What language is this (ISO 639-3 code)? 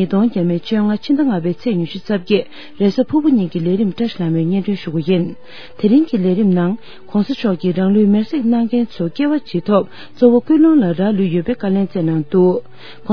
bod